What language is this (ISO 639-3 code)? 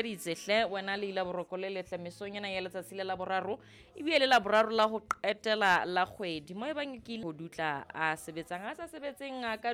sot